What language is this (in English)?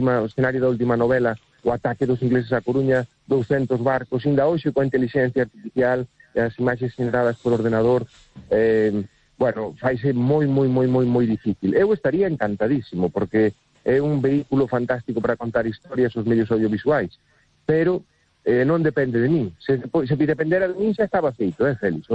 Galician